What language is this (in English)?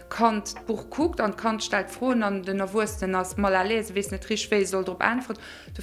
Luxembourgish